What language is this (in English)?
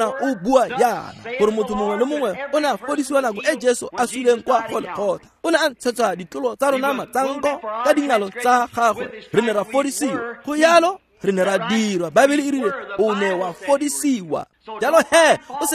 Tswana